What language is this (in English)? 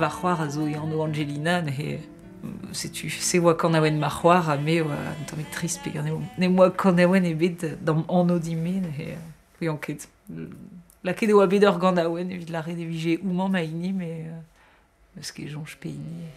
Breton